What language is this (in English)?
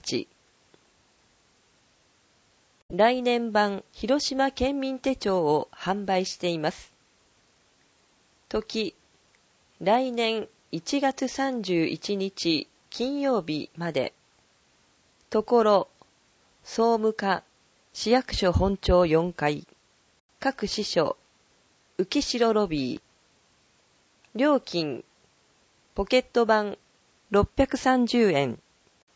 Japanese